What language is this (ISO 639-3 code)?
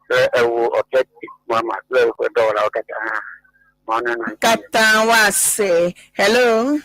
ewe